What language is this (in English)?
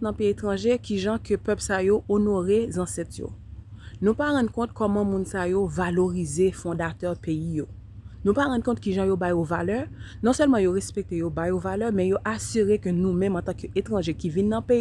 Haitian Creole